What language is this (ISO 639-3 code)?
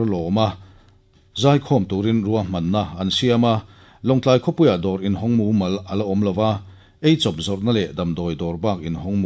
lus